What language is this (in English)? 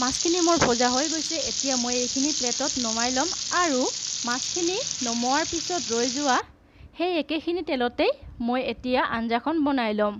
Assamese